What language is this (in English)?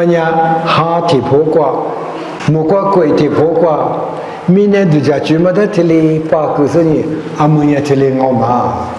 Lisu